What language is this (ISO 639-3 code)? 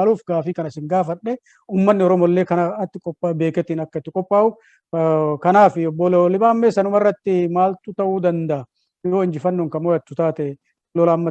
orm